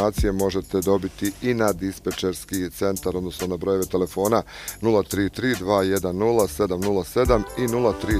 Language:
Bosnian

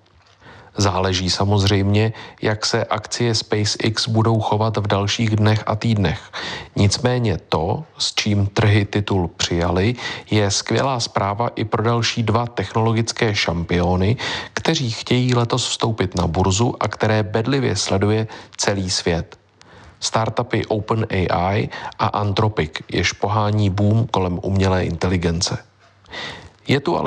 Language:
Czech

